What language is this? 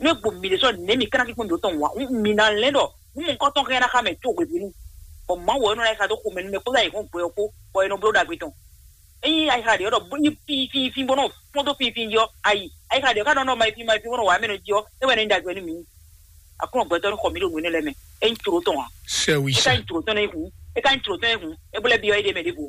Fon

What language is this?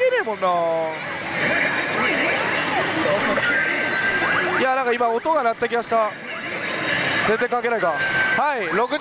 Japanese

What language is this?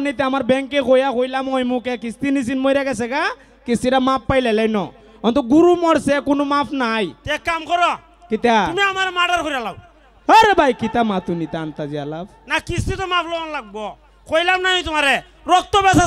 Sylheti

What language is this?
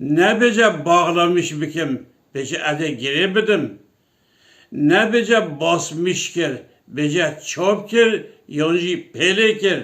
Kurdish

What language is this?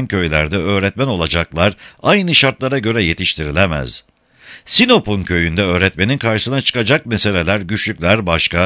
Turkish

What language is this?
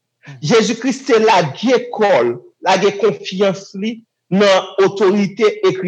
Haitian Creole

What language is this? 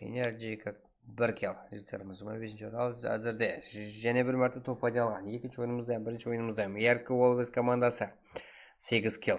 Kara-Kalpak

